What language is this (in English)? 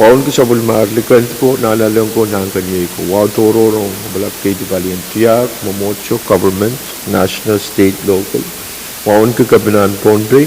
Pohnpeian